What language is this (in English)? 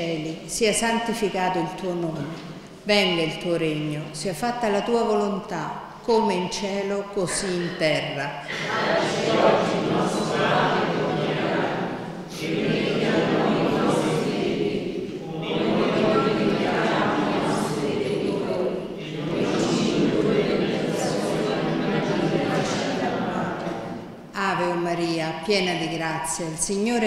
Italian